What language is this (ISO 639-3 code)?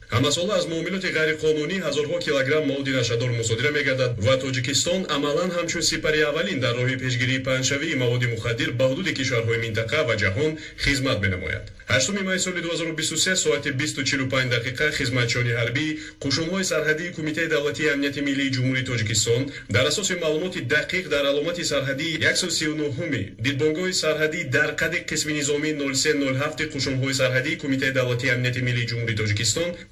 tgk